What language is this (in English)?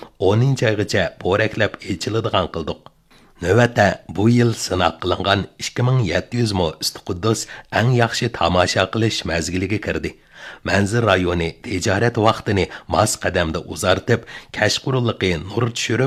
Uyghur